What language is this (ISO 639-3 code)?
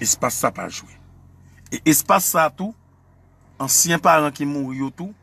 hat